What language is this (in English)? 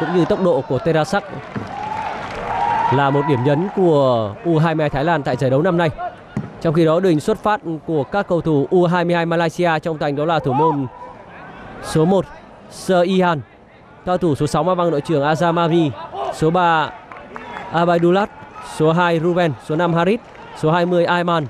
Vietnamese